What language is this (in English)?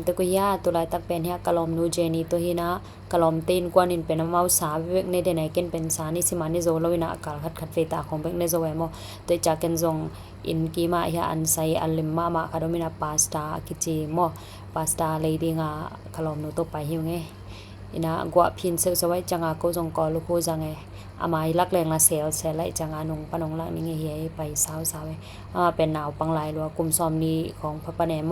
Tedim Chin